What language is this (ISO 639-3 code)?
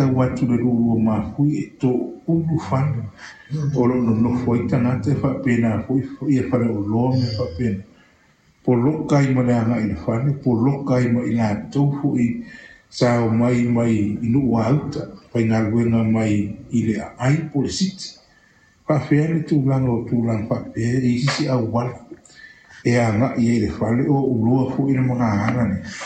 smo